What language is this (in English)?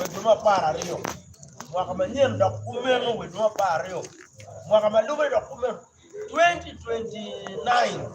Acoli